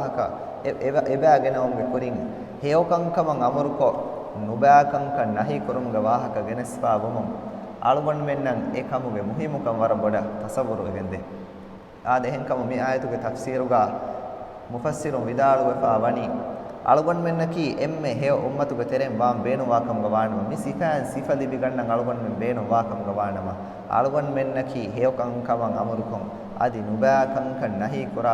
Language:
Divehi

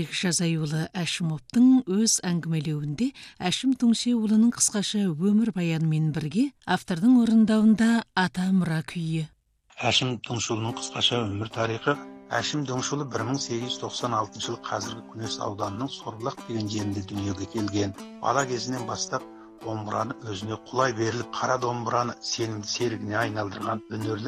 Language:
Kazakh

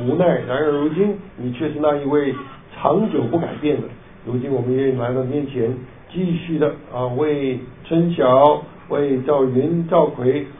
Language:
Chinese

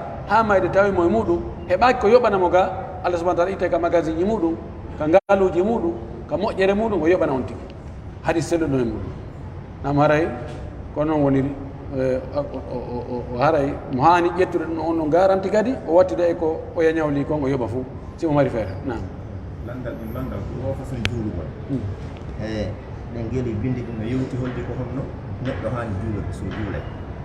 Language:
Pular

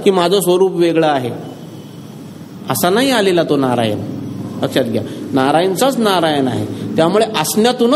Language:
Marathi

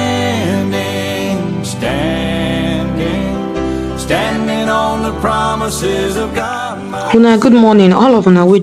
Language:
Nigerian Pidgin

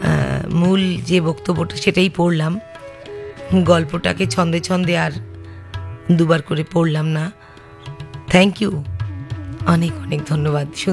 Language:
Bangla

